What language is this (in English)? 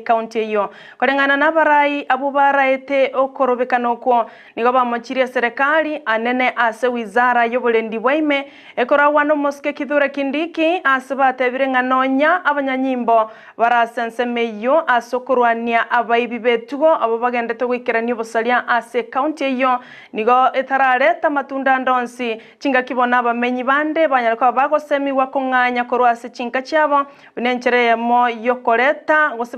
Gusii